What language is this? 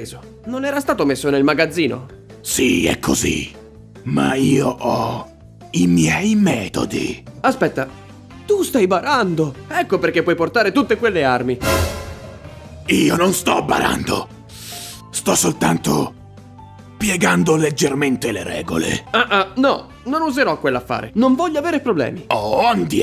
Italian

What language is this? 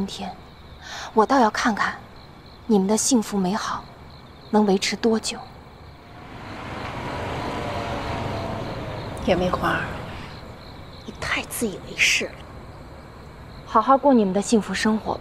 Chinese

